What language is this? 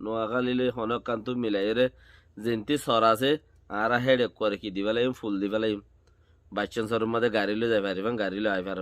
Rohingya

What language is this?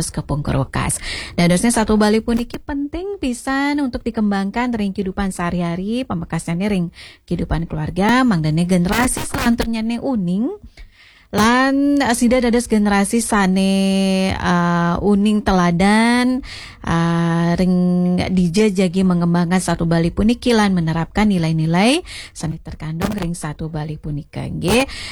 Balinese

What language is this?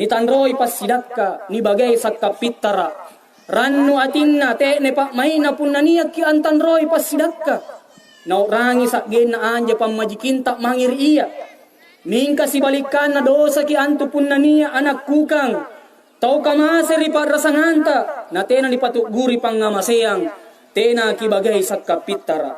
Makasar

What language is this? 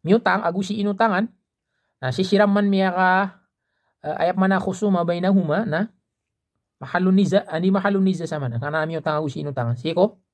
Maranao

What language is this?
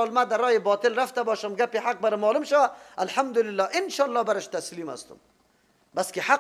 Persian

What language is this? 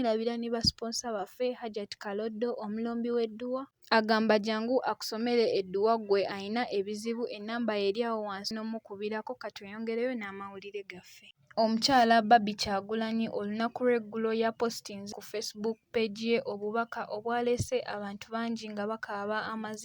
Ganda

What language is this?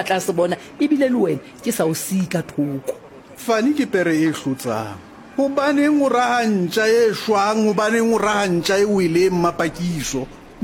Southern Sotho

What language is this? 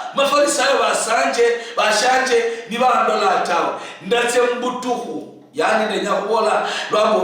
Luyia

